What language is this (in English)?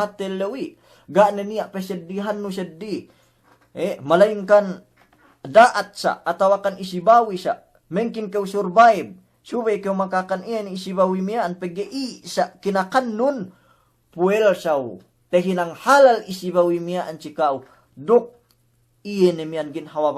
Yakan